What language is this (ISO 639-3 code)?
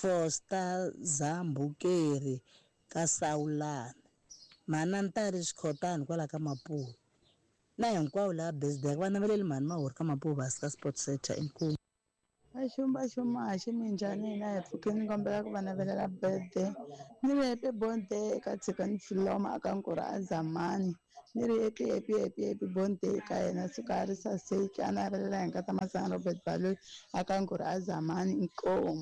tso